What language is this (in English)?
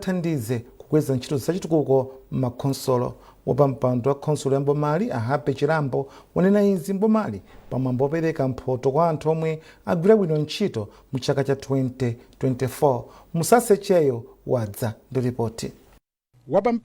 Nyanja